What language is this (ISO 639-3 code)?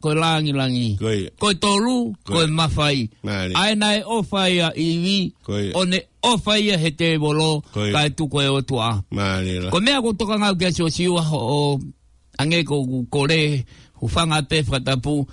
ton